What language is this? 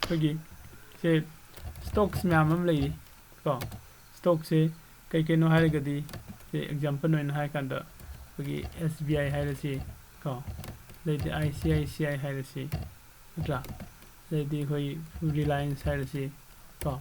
Manipuri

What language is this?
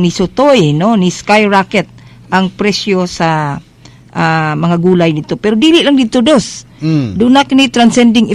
Cebuano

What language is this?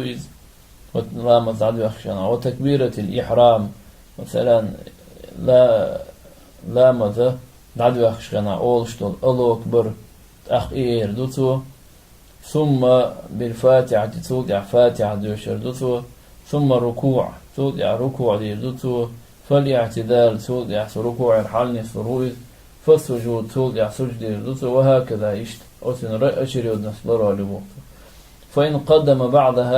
Chechen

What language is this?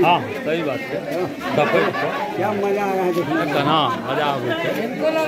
Maithili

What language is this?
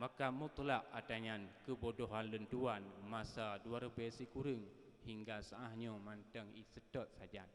Achinese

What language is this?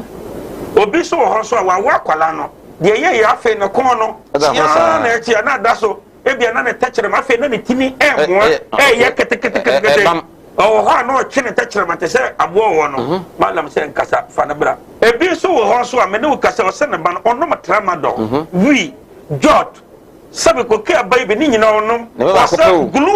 Akan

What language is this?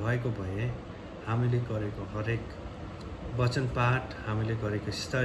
Nepali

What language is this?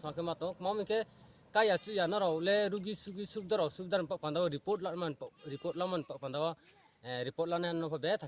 Riang (India)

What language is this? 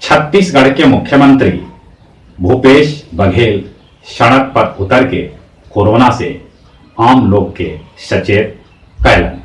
Magahi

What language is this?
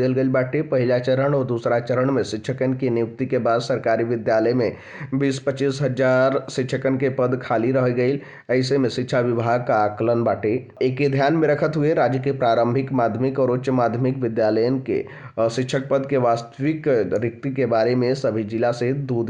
Bhojpuri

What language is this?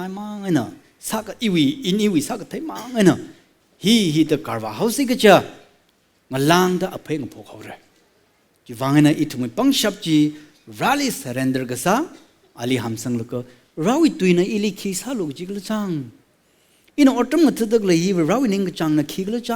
Tangkhul Naga (India)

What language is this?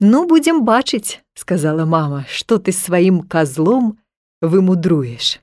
Belarusian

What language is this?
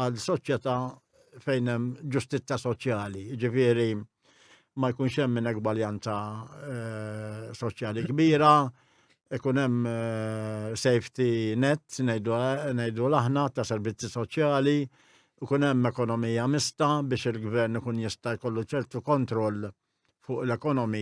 Maltese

